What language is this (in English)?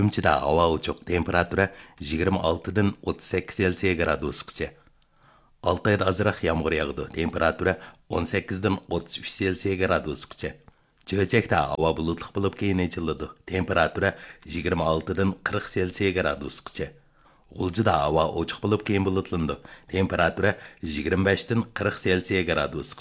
Uyghur